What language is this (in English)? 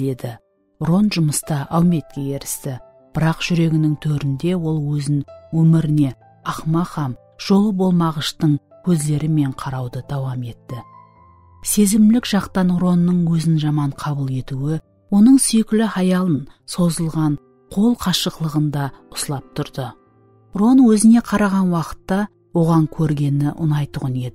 Kara-Kalpak